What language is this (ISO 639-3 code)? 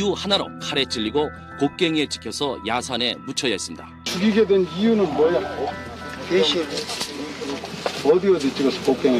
kor